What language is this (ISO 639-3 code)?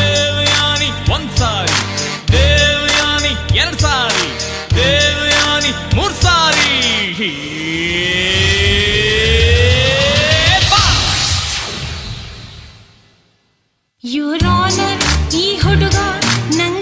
kan